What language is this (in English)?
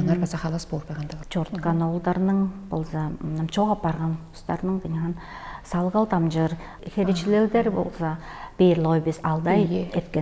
Tuvinian